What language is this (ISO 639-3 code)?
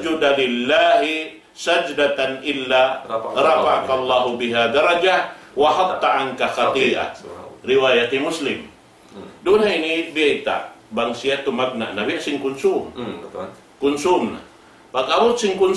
tsg